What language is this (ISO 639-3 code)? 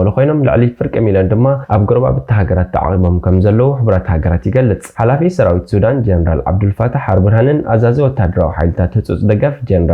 tir